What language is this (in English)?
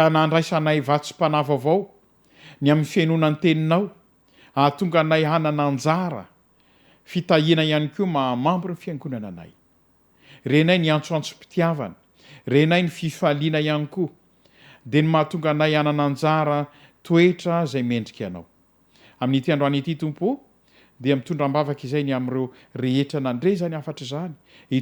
Malagasy